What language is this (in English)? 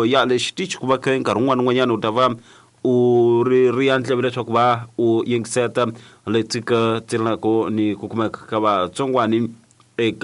Tsonga